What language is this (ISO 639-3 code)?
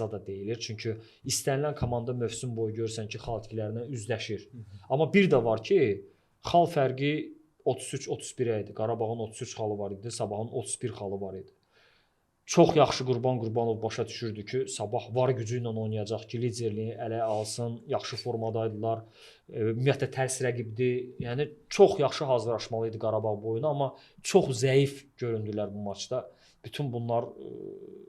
aze